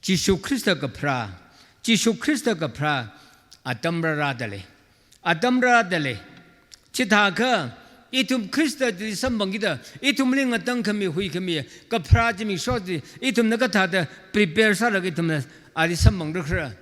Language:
Tangkhul Naga (India)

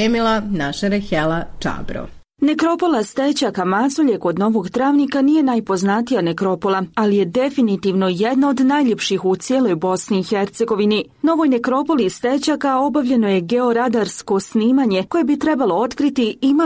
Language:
Bosnian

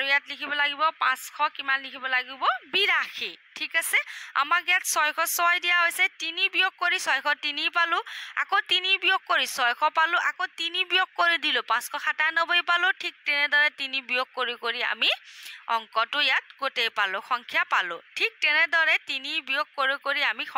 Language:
Assamese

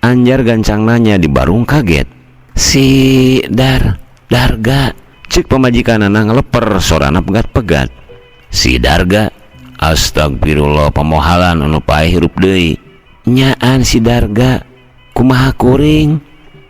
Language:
Sundanese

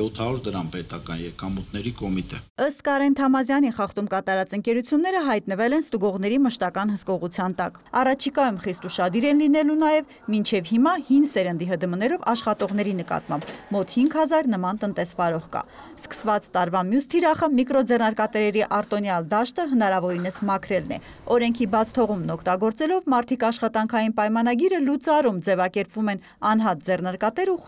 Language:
Armenian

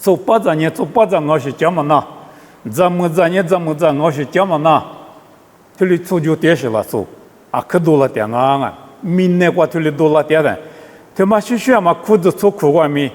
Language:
Lisu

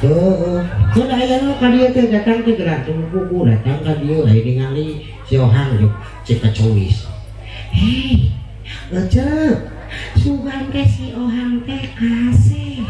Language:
Sundanese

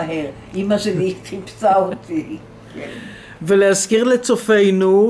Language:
Hebrew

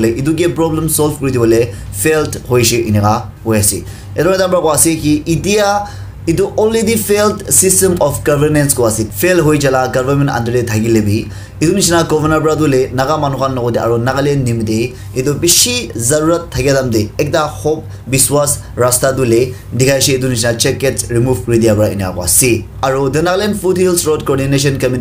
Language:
Naga Pidgin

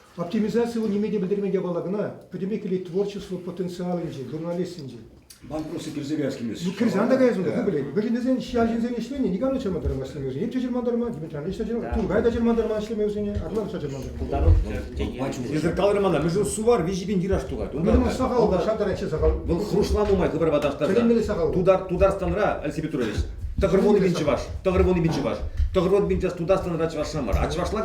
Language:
Chuvash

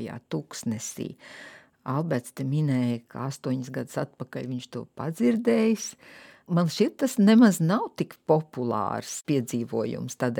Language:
Latvian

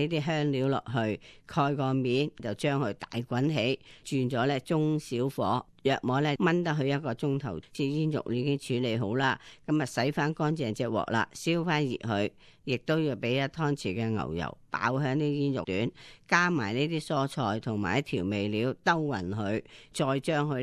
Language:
Cantonese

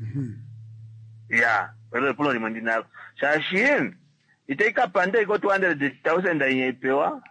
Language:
Kuanyama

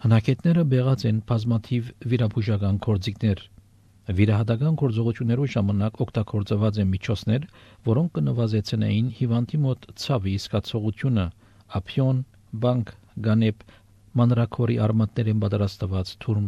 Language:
Armenian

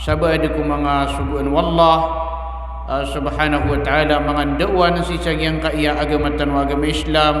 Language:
Maranao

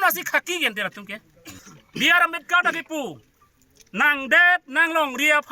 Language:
Karbi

